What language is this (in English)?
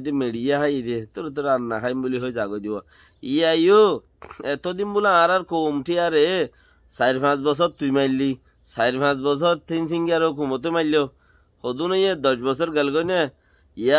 Rohingya